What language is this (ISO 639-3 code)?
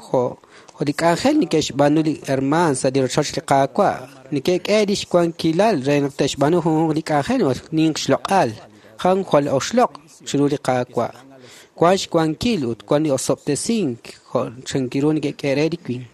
kek